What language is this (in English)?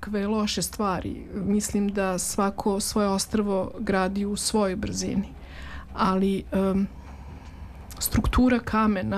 Serbian